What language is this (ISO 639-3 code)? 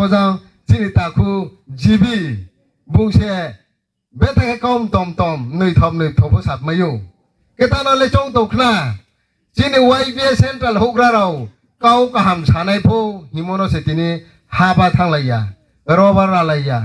ria